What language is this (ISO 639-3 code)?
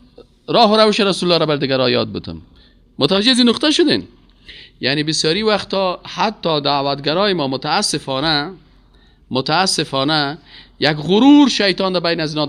fas